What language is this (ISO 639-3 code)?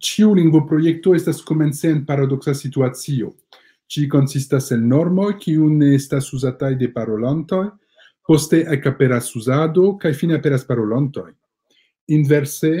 epo